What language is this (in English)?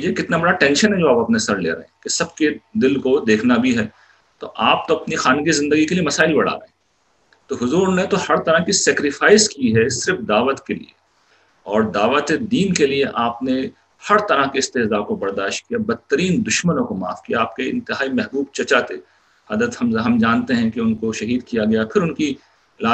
Urdu